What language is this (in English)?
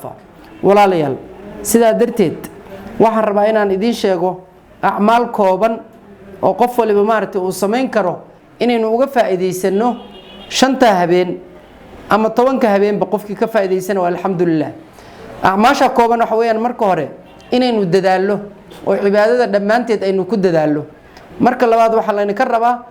Somali